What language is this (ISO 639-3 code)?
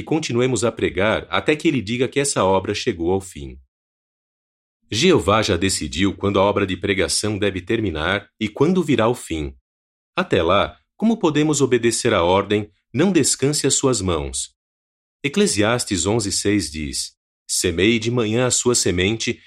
por